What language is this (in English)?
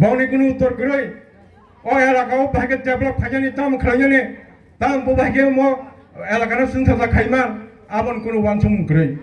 Kok Borok